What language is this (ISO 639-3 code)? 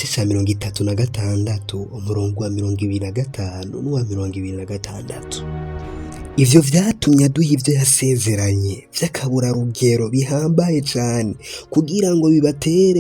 run